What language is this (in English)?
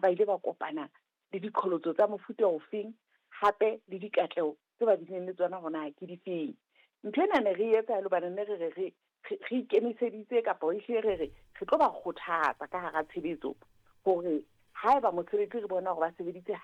Southern Sotho